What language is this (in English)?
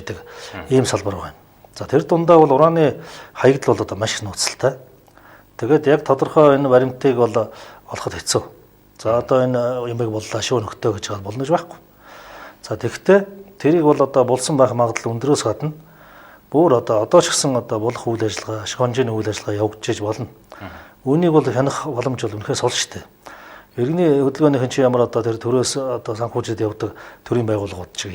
Mongolian